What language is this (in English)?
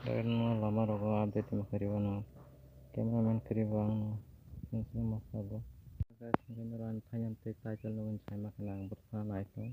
Kok Borok